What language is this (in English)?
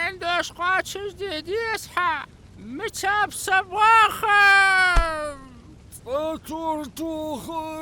Ingush